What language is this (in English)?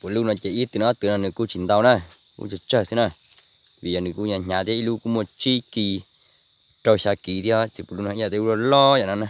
Hmong